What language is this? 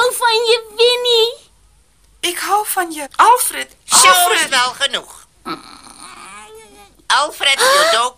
Dutch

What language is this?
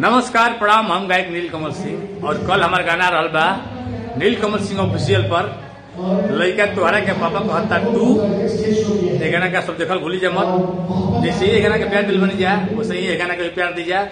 Bhojpuri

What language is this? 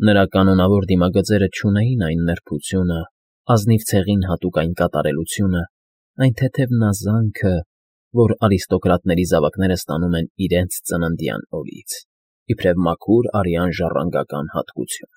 Armenian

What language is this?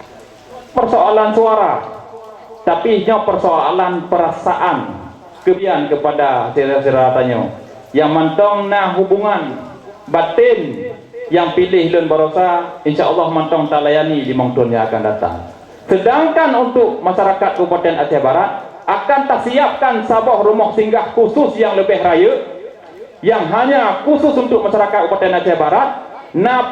Achinese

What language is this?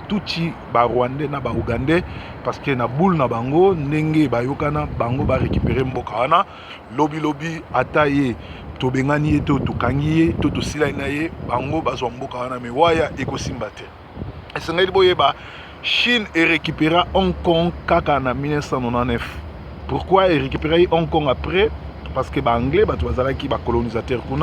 Lingala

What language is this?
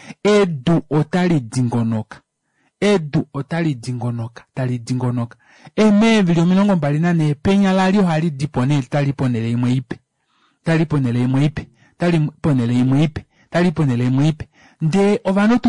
Kuanyama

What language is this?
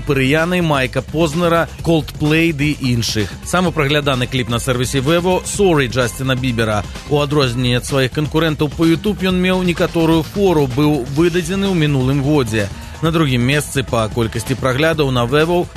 Belarusian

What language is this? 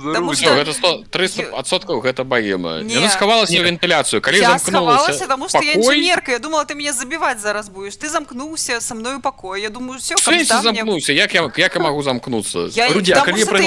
Belarusian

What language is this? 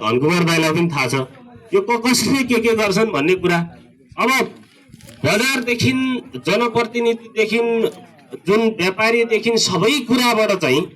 Nepali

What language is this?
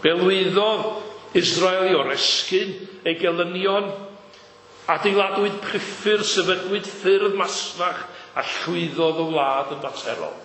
Welsh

